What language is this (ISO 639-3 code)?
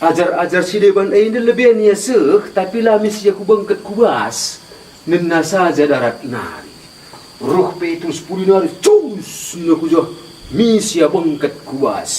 btx